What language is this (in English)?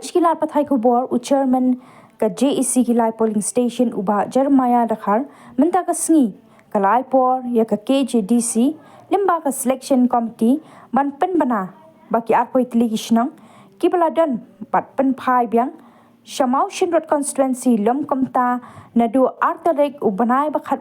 Khasi